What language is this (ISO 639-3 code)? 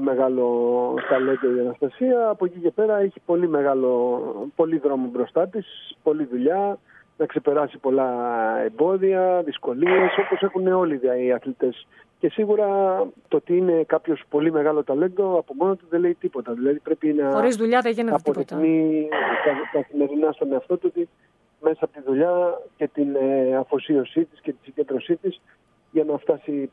ell